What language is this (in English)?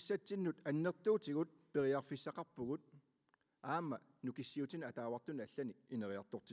Kalaallisut